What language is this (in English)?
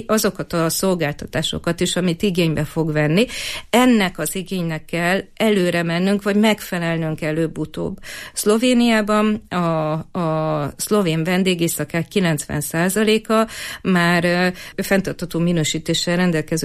Hungarian